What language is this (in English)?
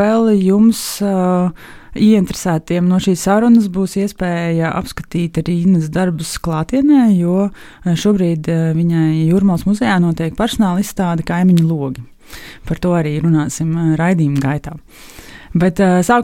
Latvian